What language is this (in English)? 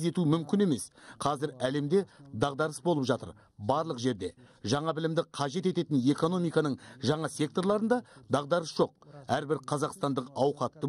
Kazakh